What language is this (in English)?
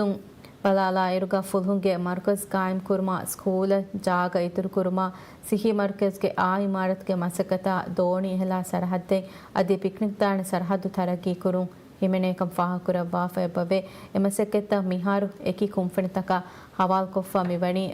Divehi